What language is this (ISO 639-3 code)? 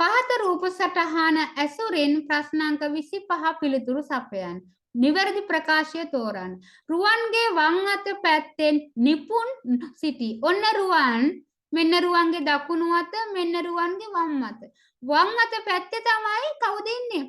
sin